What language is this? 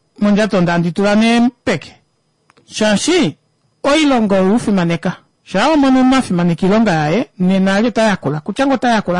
Kuanyama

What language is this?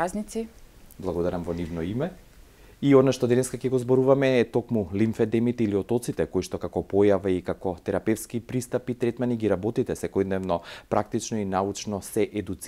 Macedonian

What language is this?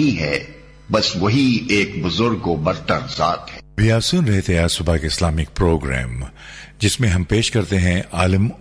Urdu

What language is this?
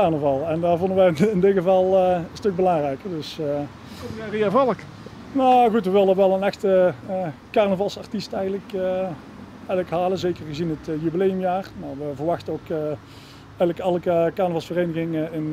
Dutch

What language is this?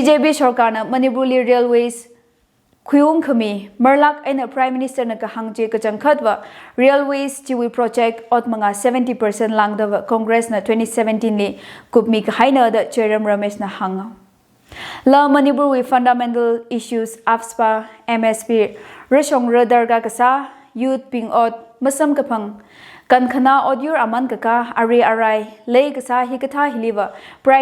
Tangkhul Naga (India)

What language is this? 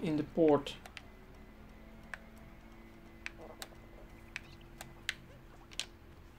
Dutch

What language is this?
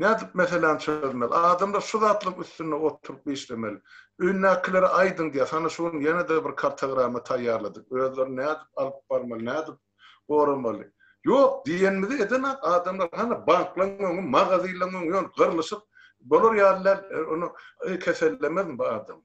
Turkmen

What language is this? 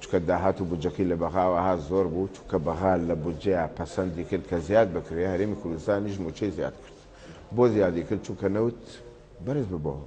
Central Kurdish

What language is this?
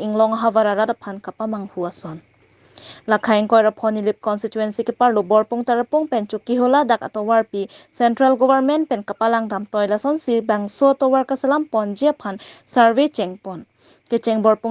Karbi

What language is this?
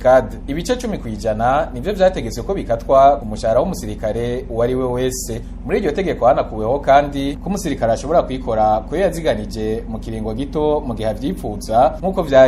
Rundi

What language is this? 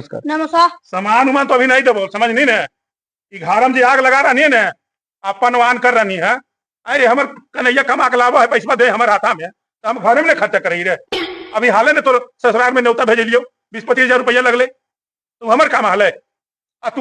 Magahi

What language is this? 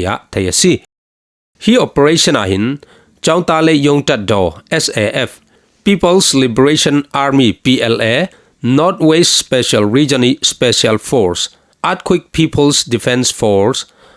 Falam Chin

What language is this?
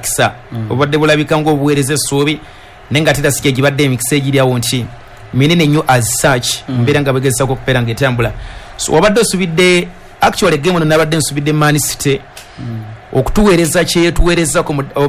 Ganda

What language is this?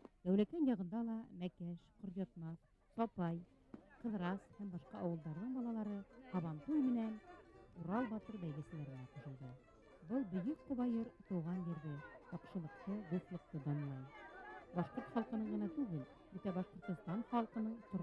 Bashkir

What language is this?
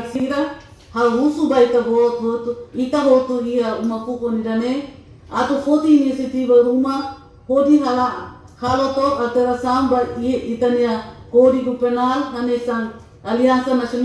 Tetum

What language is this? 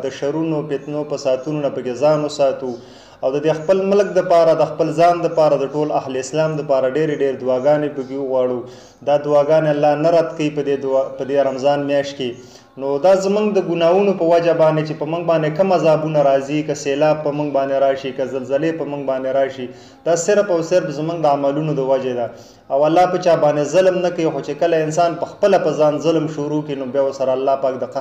Pashto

